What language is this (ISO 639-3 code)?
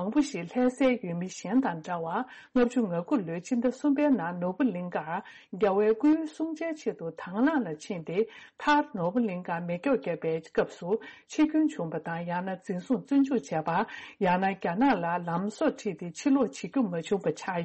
bod